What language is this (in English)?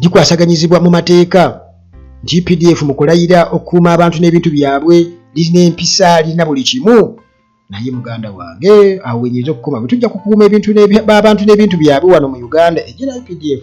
Ganda